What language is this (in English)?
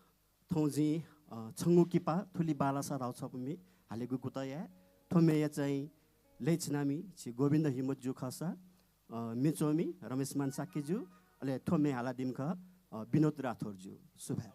Newari